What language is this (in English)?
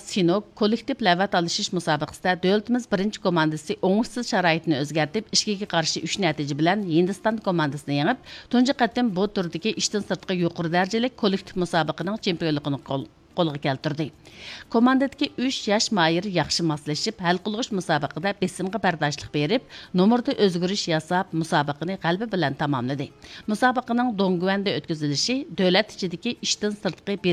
Uyghur